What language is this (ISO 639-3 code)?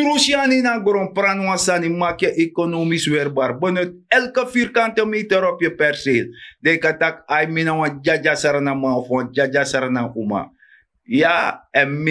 srn